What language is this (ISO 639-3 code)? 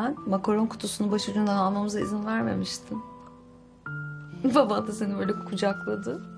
tur